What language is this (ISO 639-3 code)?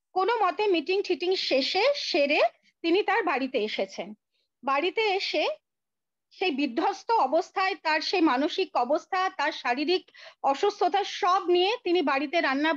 ben